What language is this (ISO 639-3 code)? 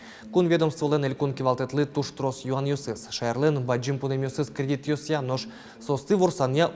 udm